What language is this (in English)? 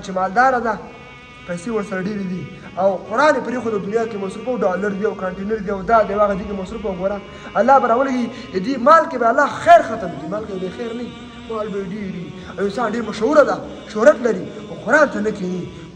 Pashto